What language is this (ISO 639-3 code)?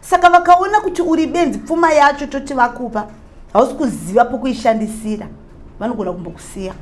sna